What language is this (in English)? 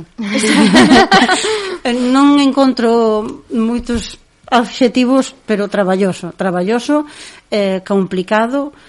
Galician